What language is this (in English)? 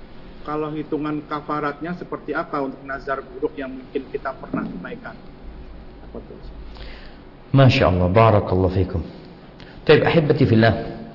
Indonesian